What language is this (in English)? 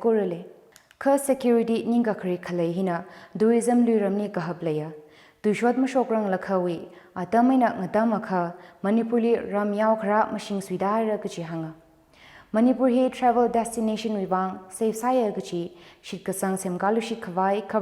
Tangkhul Naga (India)